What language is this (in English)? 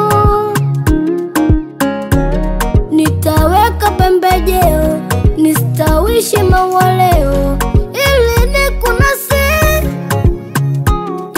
Swahili